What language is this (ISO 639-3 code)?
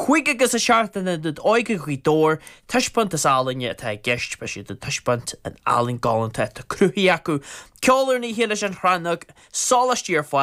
gle